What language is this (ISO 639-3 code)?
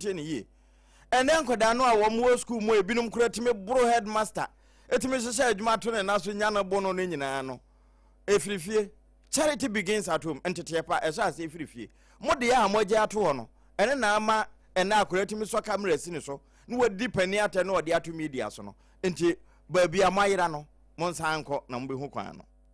aka